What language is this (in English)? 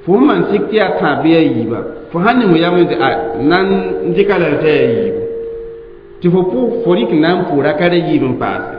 Mossi